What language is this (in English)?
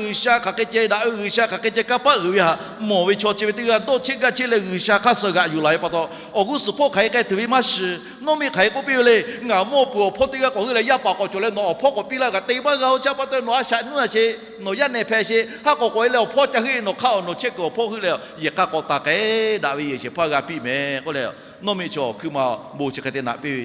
Lahu